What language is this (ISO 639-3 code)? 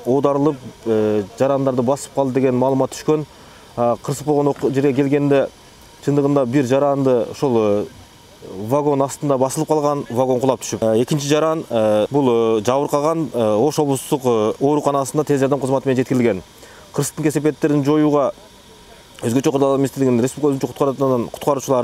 kir